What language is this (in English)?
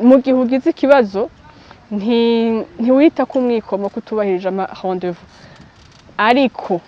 Rundi